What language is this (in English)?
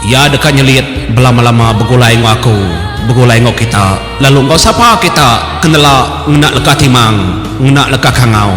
Iban